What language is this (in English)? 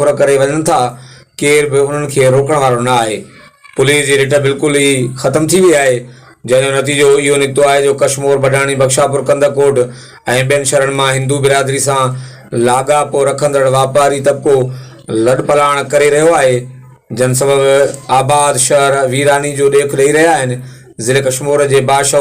Sindhi